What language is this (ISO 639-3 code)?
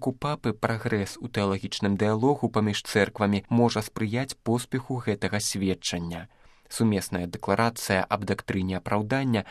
bel